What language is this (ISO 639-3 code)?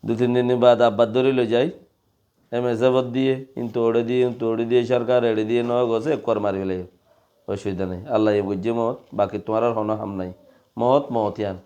rhg